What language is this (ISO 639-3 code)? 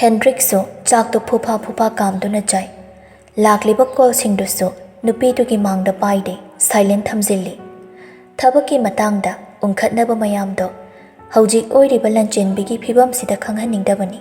mni